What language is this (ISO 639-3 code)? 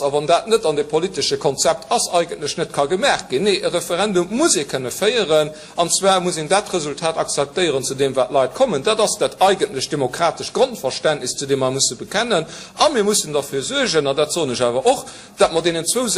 ltz